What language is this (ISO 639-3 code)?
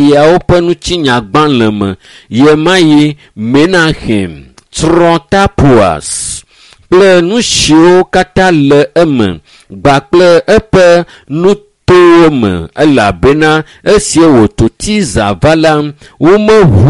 ewe